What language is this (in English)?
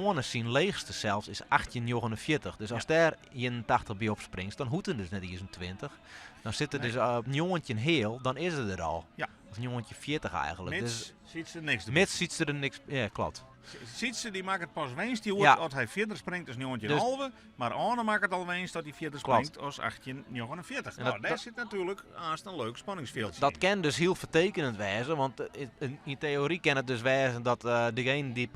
Western Frisian